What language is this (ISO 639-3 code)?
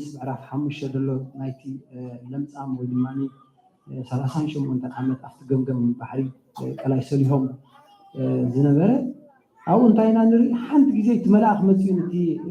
tir